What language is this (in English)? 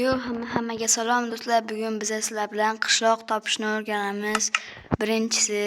Uzbek